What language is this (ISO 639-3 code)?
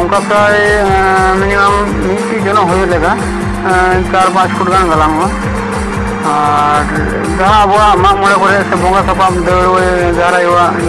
sat